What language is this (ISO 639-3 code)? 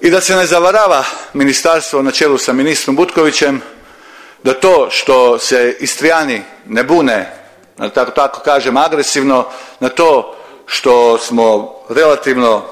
hrv